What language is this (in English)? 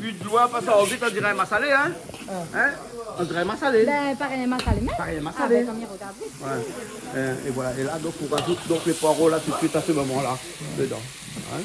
Réunion Creole French